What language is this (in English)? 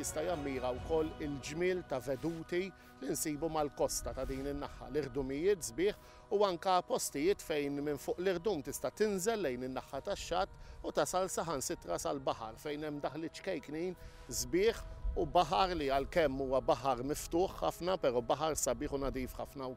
Maltese